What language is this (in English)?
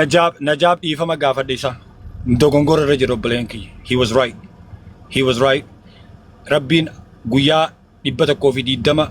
Oromo